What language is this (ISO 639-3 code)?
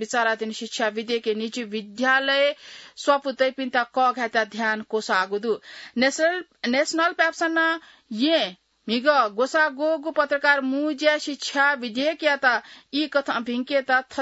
new